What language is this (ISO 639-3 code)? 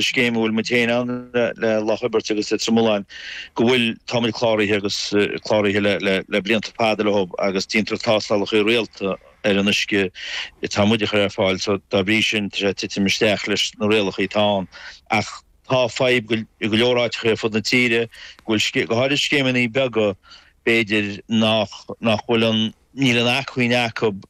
gle